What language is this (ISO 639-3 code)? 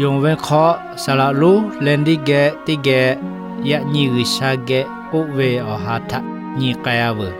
lhu